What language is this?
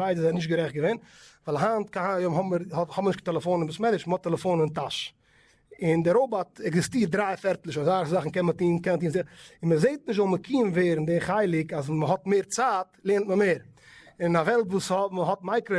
Yiddish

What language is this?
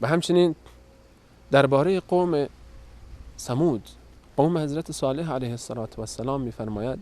Persian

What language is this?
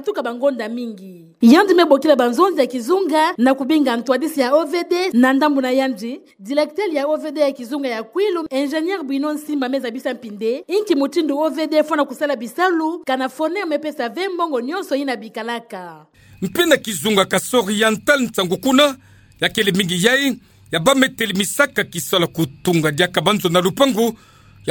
Kituba (Democratic Republic of Congo)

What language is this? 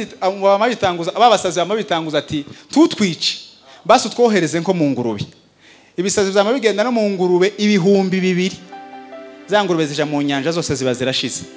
Kinyarwanda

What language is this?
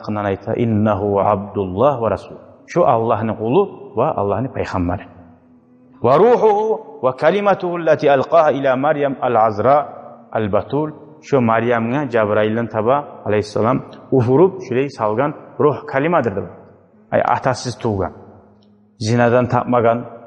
Kumyk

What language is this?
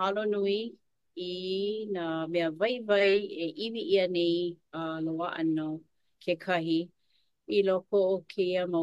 Hawaiian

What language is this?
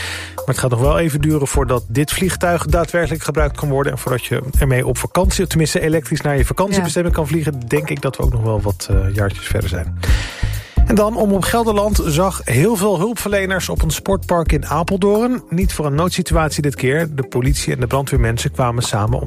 Dutch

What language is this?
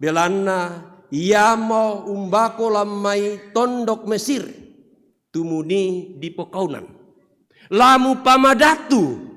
Toraja-Sa'dan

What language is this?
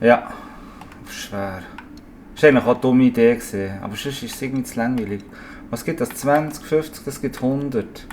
Swiss German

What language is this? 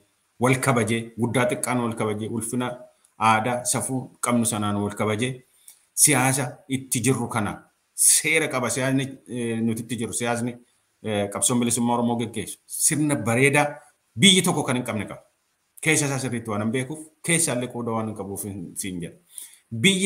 Oromo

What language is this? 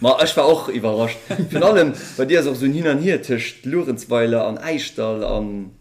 Luxembourgish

